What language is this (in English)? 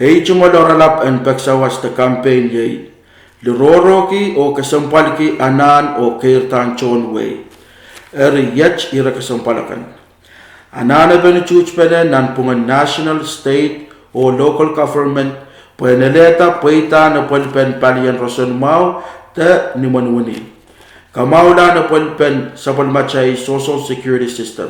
Pohnpeian